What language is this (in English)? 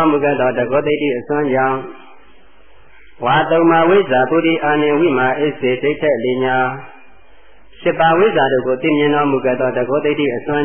Burmese